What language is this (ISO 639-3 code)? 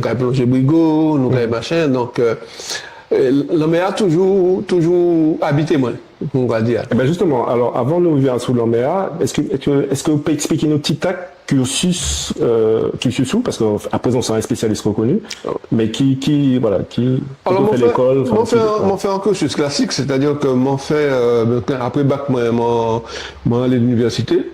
gcf